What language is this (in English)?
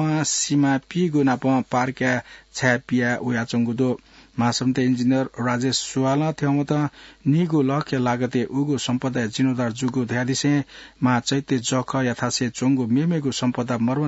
Newari